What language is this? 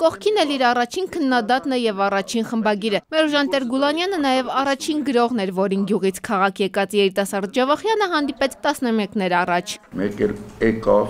Armenian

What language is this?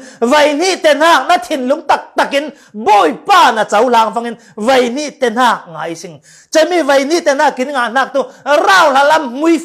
Falam Chin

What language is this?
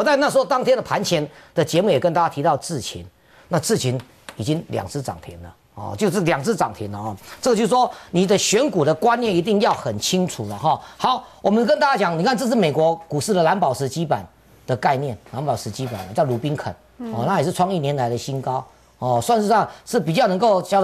Chinese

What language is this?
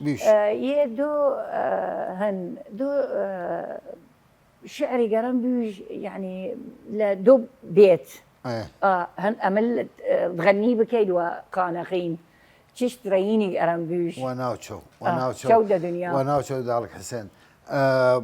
Southern Kurdish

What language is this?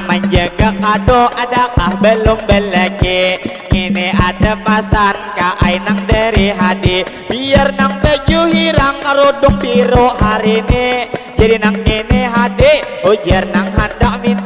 Banjar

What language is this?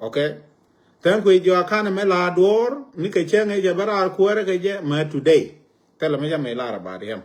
Nuer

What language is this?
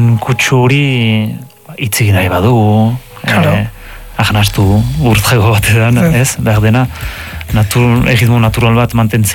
Basque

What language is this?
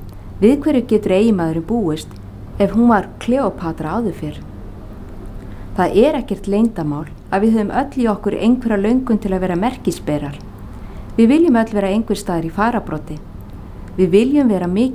Icelandic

